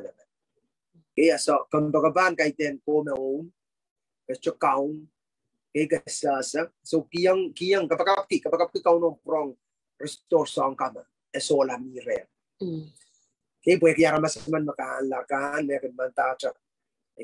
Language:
Pohnpeian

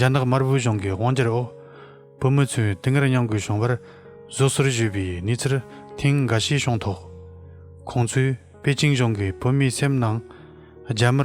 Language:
Tibetan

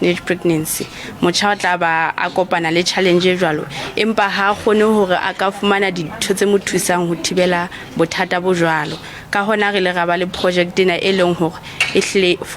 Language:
Southern Sotho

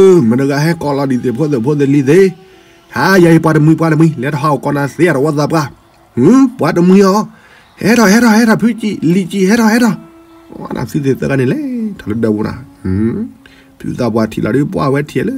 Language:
S'gaw Karen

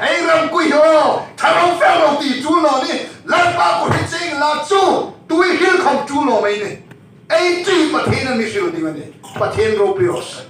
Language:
Hmar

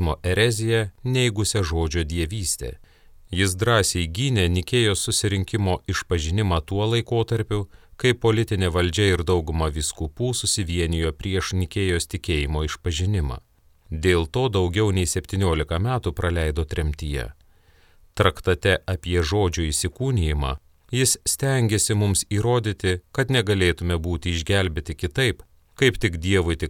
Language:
Lithuanian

